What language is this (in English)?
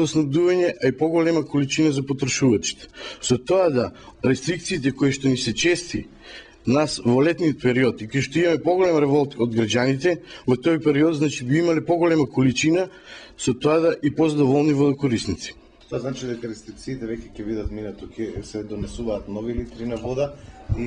Macedonian